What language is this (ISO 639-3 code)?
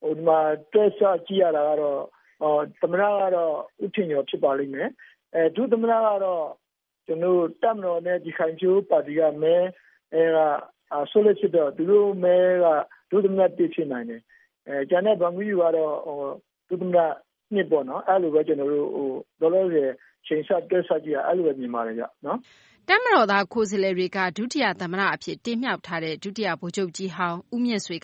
mya